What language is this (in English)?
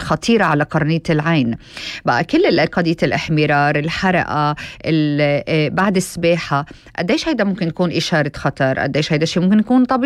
North Levantine Arabic